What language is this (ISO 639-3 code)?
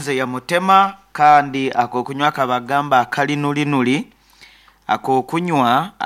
nyn